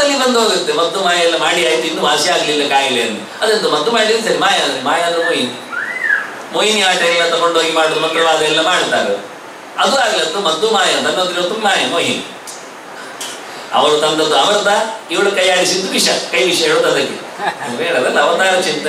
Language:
Kannada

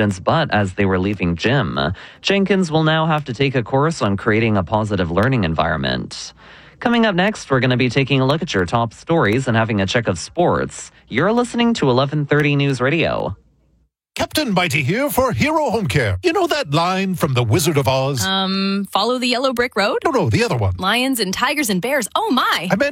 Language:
English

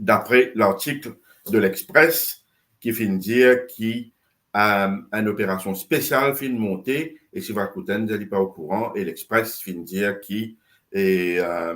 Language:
Morisyen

